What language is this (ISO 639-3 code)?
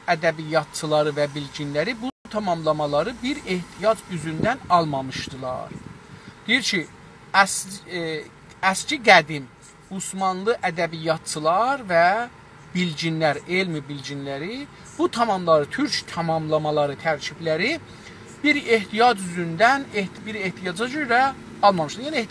azb